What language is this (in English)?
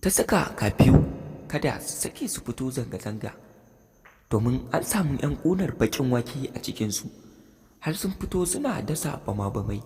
Hausa